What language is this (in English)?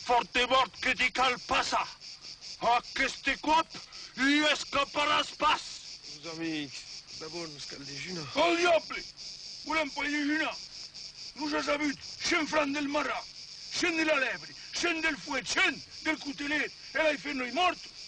Occitan